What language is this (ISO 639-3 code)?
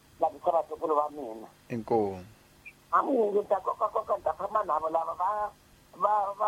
tso